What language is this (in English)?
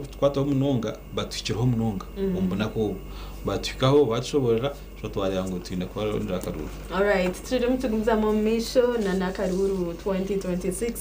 Nyankole